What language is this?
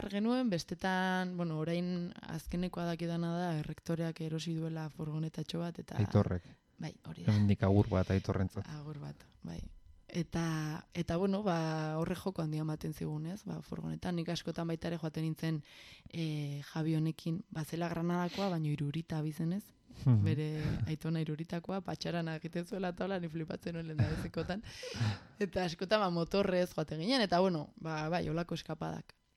Basque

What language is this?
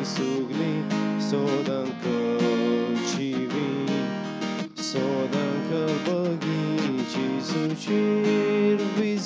Konkani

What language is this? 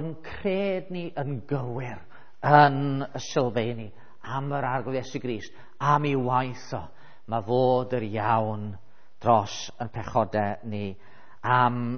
Welsh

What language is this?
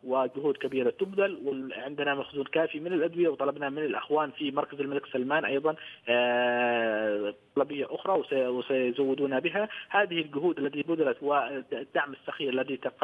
Arabic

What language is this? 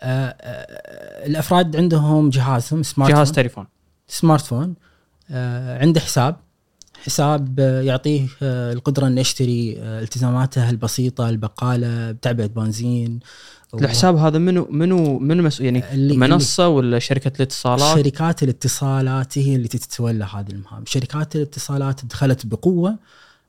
Gulf Arabic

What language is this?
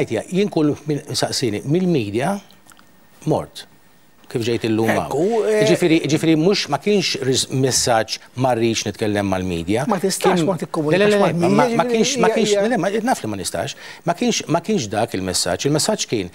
Maltese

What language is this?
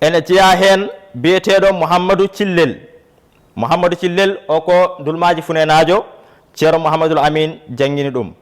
Fula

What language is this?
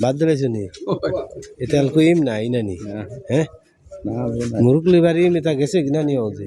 Sylheti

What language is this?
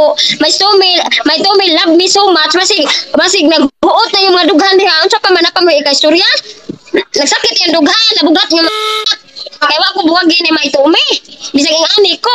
Cebuano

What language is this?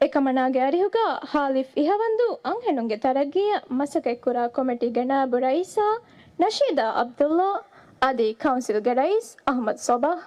Divehi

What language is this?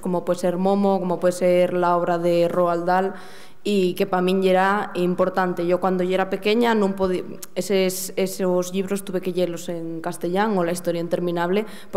Asturian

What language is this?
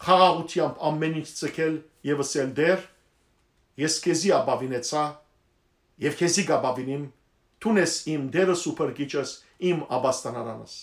Western Armenian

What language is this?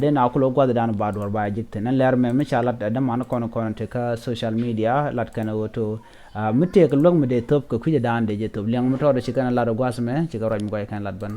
Nuer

